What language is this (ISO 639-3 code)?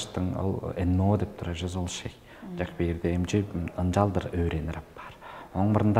tyv